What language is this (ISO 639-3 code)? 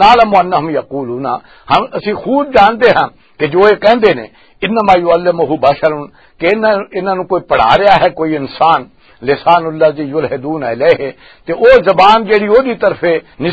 lah